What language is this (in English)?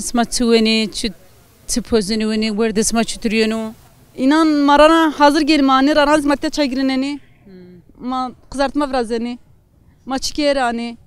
Zaza